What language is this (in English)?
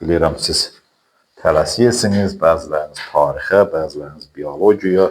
Azerbaijani